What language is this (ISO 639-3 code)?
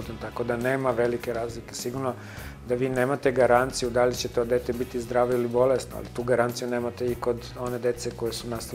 srp